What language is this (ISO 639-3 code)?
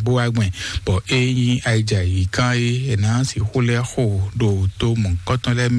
fon